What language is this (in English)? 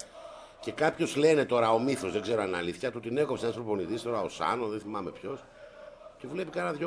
Greek